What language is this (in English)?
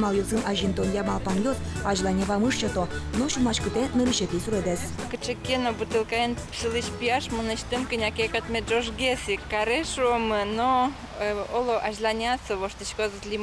Udmurt